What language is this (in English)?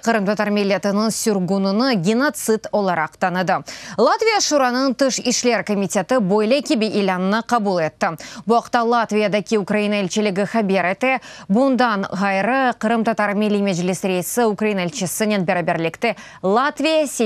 Crimean Tatar